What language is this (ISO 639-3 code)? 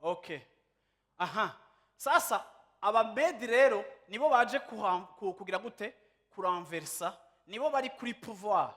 run